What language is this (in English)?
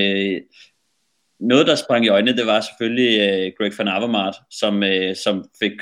Danish